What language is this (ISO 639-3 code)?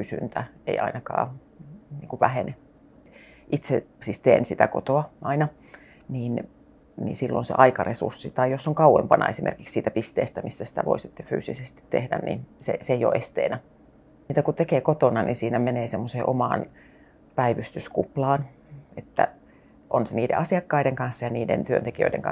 fin